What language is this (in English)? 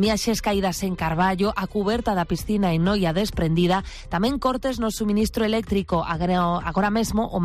Galician